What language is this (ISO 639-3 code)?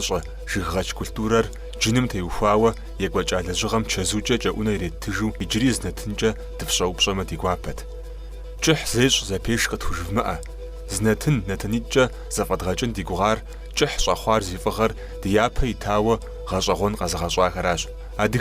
kbd